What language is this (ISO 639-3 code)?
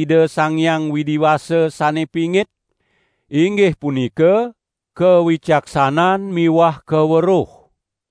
ban